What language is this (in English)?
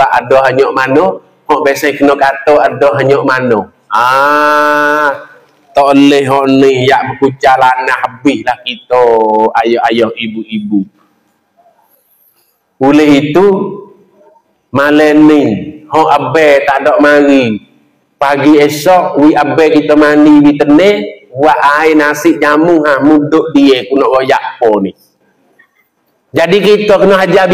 Malay